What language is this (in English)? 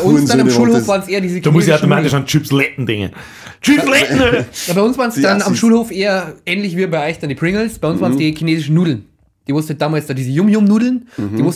Bavarian